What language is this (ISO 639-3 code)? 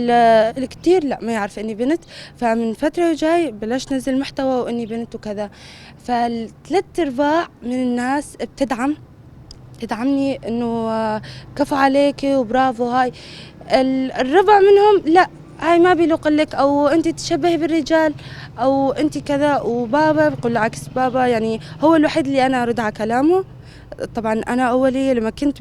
apc